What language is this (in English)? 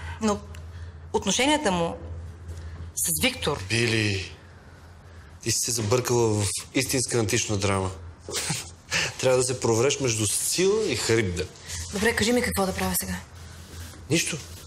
Bulgarian